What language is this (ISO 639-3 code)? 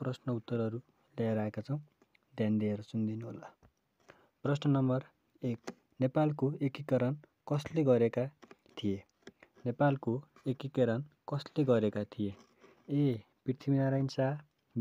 nep